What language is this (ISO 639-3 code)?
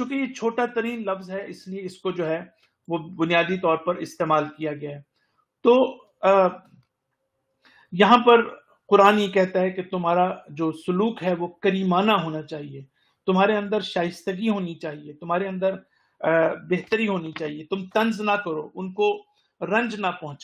urd